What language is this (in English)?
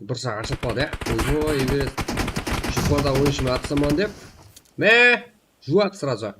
Kara-Kalpak